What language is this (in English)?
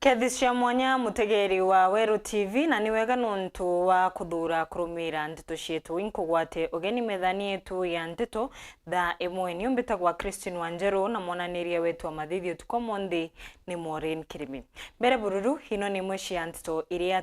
Meru